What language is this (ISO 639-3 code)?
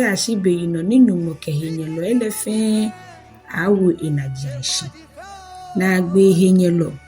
gaa